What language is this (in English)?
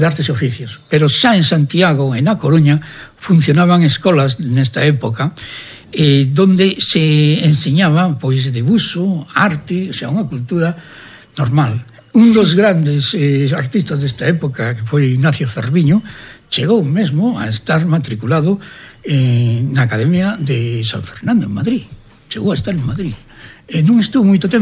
Galician